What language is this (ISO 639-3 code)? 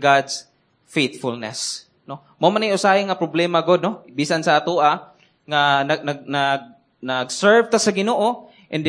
ceb